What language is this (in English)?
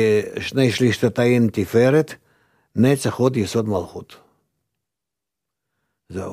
Hebrew